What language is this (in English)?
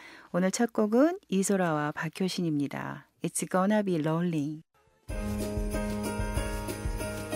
Korean